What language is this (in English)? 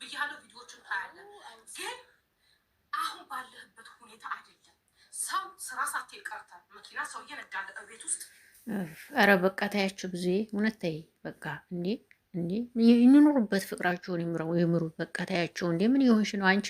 Amharic